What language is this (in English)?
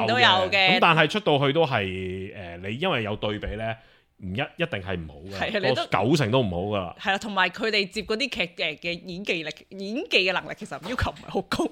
Cantonese